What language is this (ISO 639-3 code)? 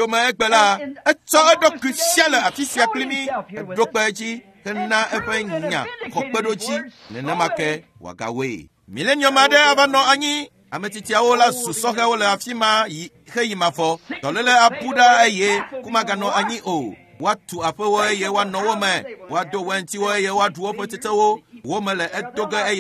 ewe